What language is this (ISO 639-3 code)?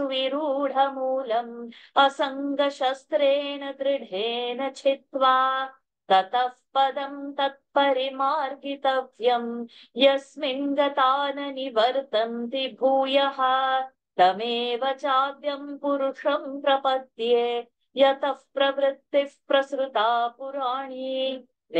san